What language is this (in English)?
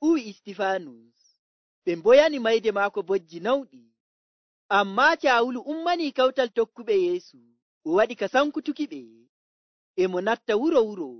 Nigerian Fulfulde